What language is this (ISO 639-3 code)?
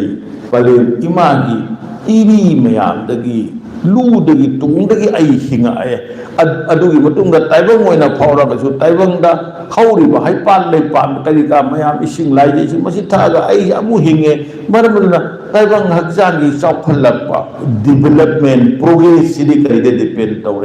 mni